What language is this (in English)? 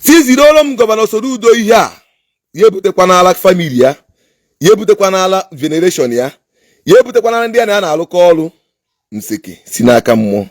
Igbo